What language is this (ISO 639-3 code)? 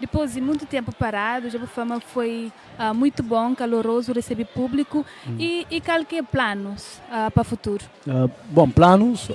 kea